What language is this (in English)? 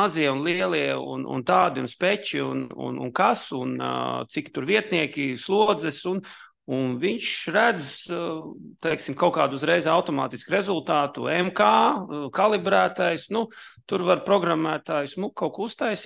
Latvian